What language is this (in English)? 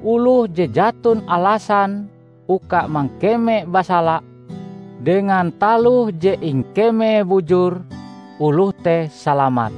Ngaju